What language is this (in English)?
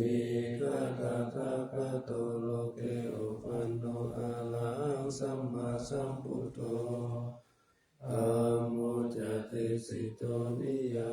Pali